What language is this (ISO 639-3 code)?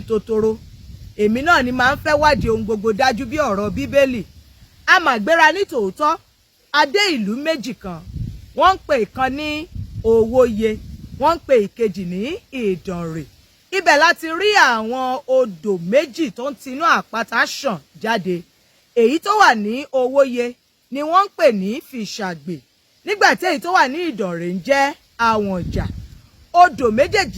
yor